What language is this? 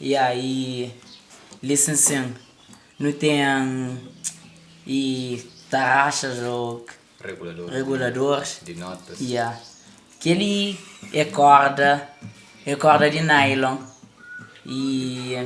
Kabuverdianu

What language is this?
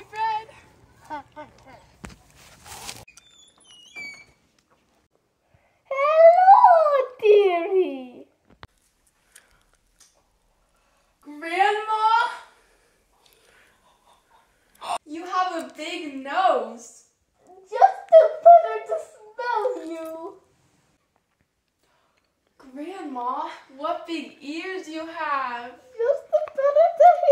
English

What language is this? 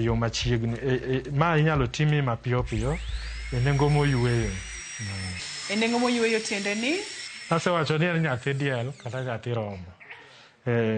Luo (Kenya and Tanzania)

